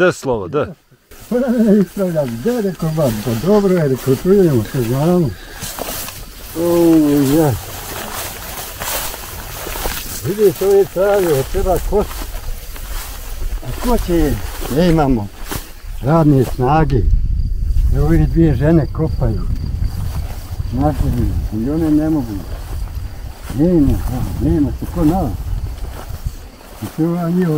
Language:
Bosnian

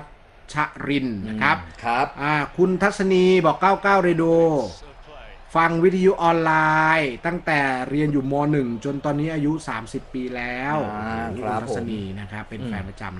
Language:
Thai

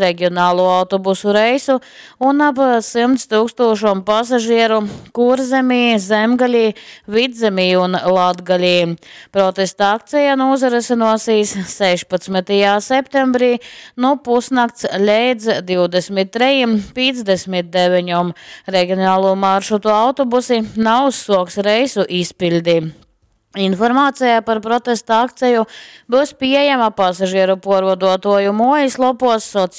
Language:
Latgalian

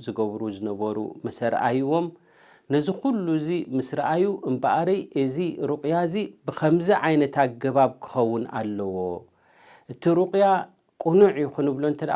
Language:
Tigrinya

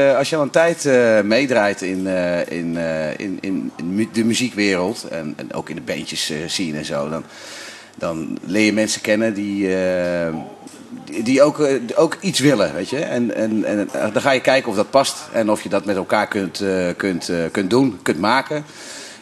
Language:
Dutch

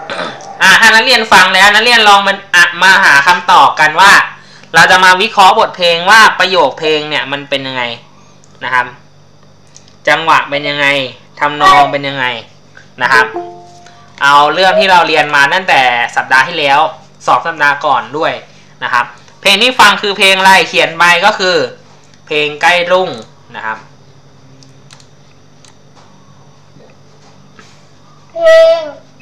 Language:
Thai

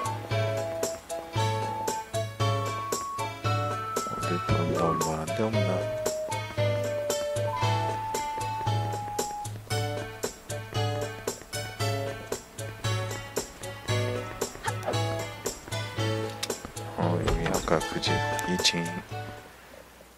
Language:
Korean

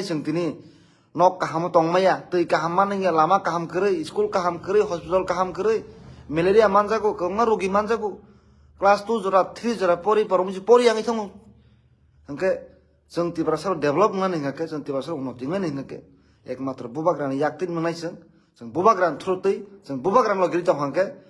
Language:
Kok Borok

